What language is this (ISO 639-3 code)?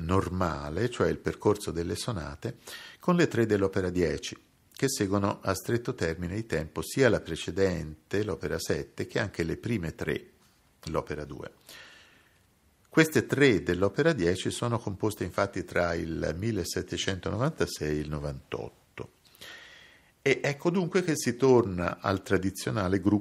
ita